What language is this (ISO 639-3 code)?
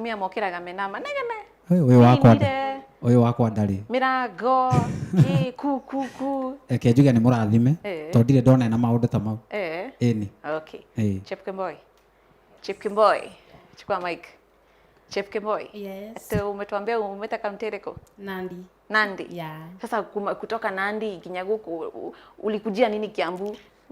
kik